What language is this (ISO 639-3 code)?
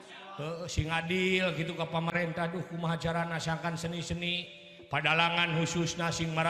sun